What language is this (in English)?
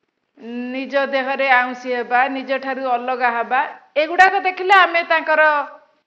Odia